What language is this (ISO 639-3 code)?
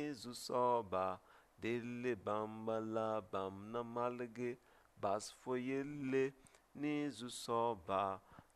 mos